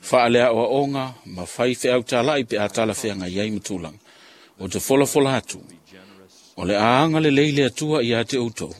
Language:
Samoan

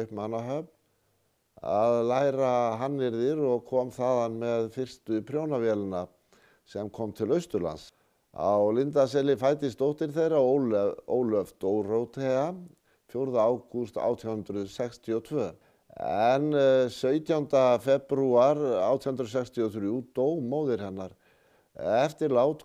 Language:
Icelandic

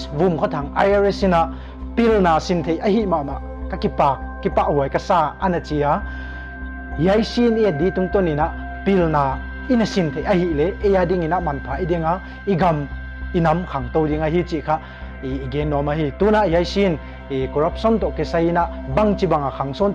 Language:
Paite Chin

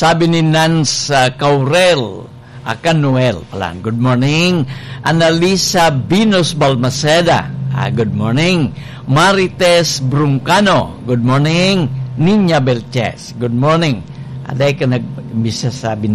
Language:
Bikol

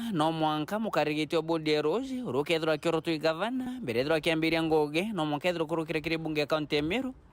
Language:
Meru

